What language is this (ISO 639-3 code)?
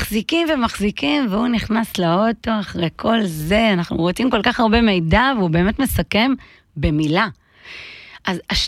heb